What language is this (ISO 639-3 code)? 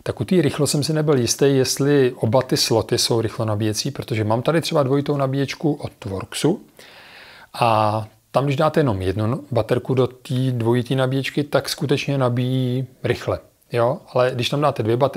ces